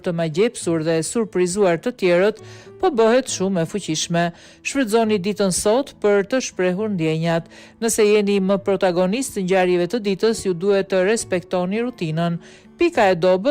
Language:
Albanian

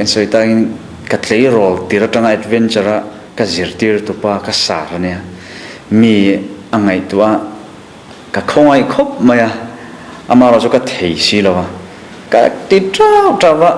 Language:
Mizo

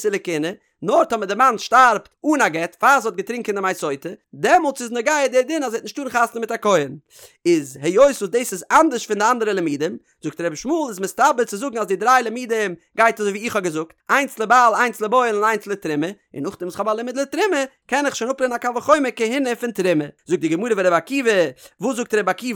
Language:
Yiddish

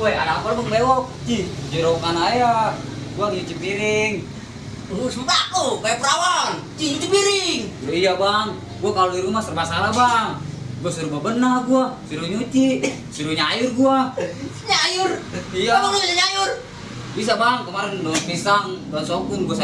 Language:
Betawi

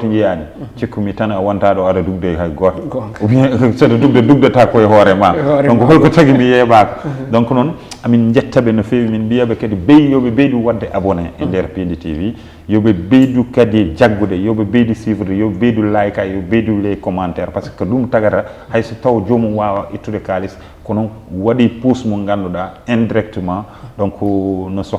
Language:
Fula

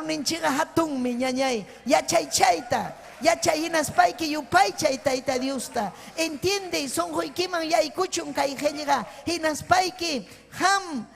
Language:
Ayacucho Quechua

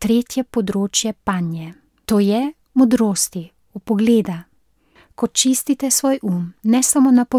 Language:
Slovenian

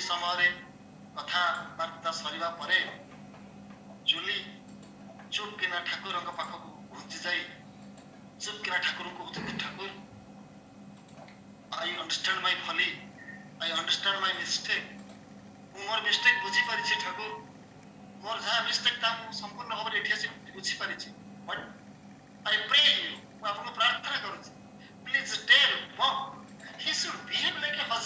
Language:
Odia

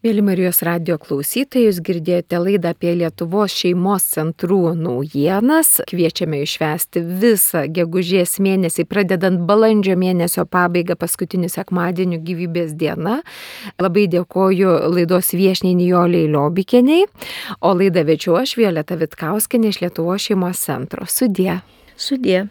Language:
Lithuanian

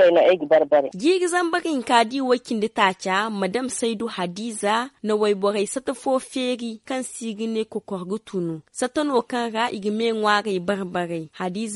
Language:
Zarma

